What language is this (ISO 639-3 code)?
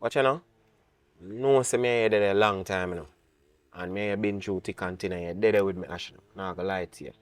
jam